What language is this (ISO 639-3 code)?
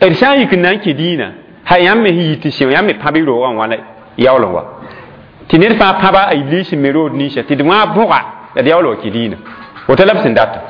mos